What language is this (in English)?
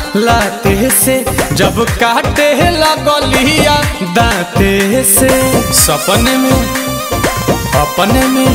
Bhojpuri